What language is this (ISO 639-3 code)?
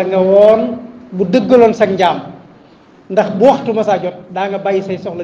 wol